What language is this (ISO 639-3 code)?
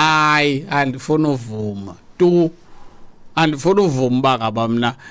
xho